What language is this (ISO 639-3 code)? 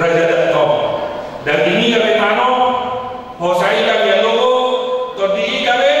bbc